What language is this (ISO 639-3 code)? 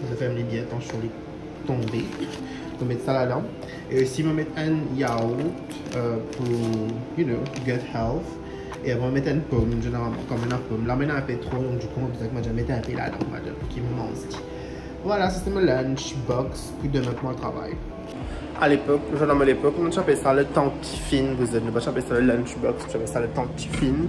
mfe